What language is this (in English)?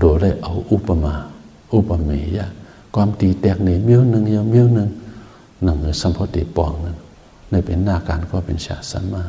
Shan